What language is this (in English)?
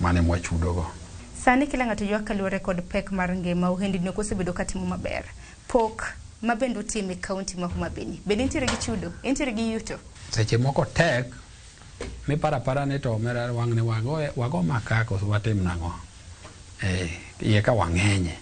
Luo (Kenya and Tanzania)